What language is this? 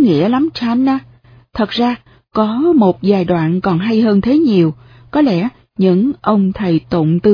Vietnamese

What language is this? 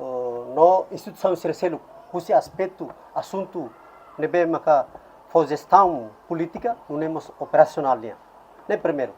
Tetum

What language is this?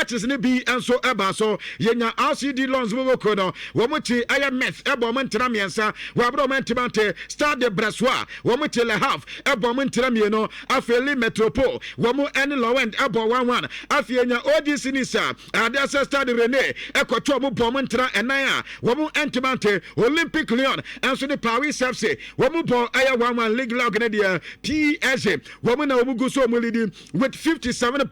Akan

